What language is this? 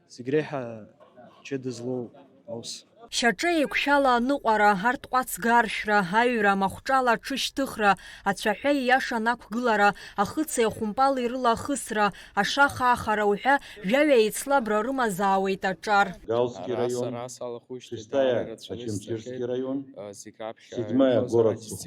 Abkhazian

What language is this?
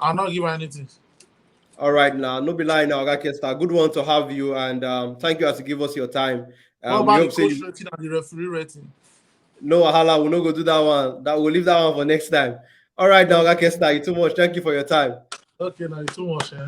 Nigerian Pidgin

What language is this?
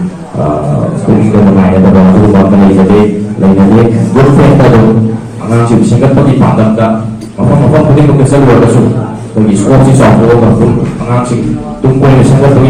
Manipuri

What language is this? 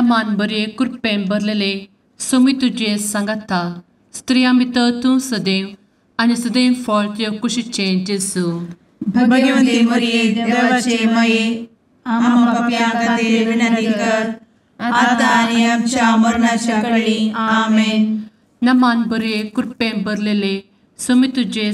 Konkani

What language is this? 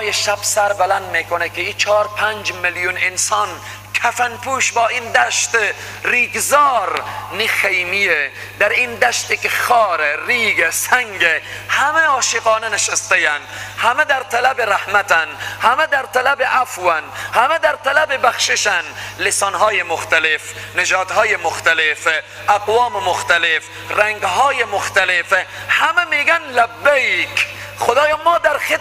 Persian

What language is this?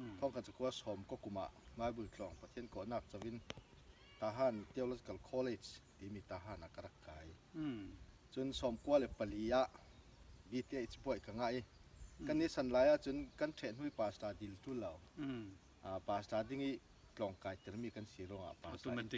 Falam Chin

